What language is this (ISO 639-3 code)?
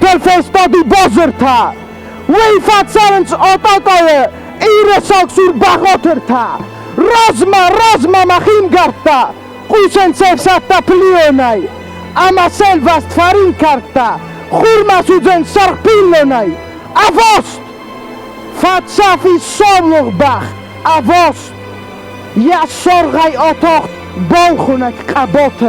oss